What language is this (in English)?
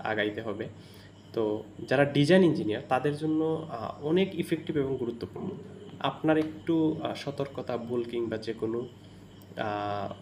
Bangla